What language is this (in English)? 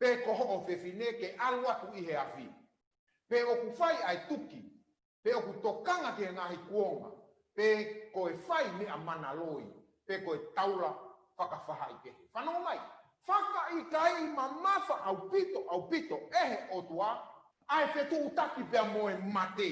Tongan